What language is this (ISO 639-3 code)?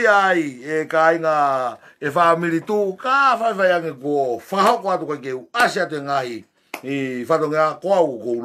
ton